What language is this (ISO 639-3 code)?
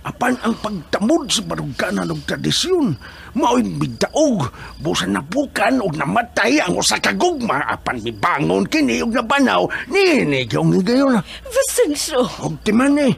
ceb